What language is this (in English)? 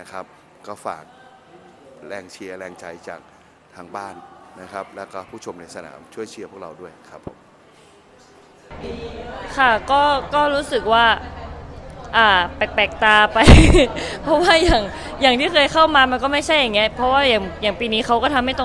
Thai